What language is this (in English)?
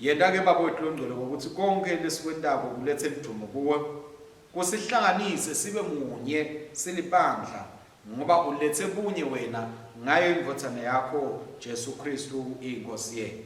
Swati